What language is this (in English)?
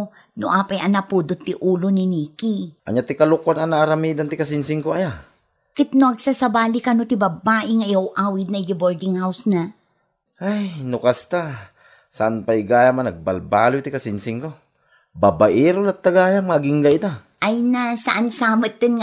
Iloko